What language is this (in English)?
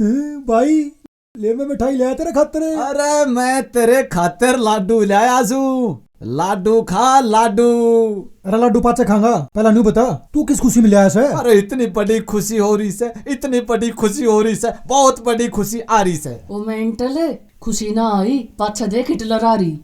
Haryanvi